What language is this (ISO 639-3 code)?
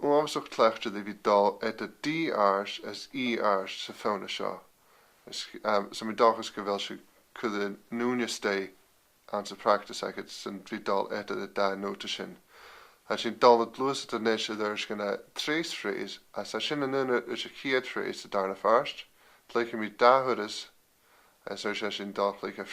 gla